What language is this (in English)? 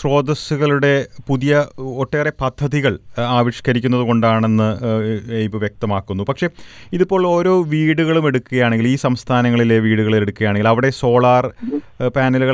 Malayalam